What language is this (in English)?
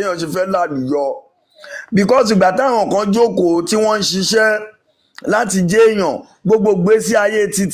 Yoruba